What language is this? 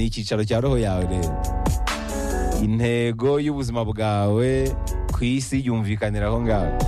Kinyarwanda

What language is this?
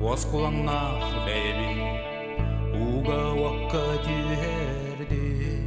Yakut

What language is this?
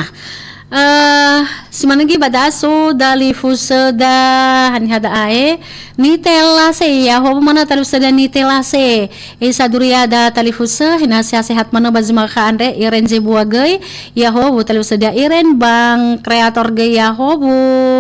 Nias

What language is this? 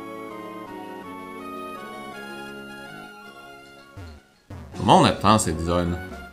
French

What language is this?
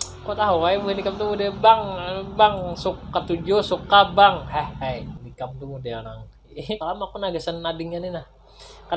Banjar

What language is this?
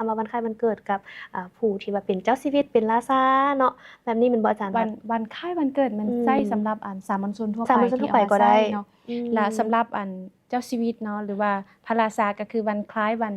Lao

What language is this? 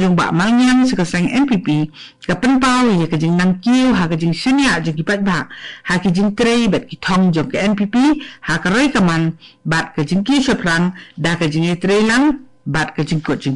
Khasi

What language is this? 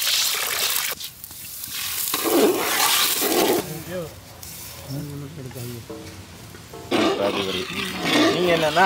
Tamil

